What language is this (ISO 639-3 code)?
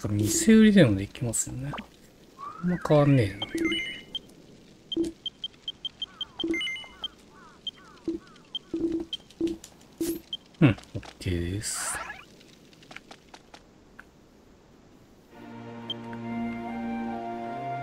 jpn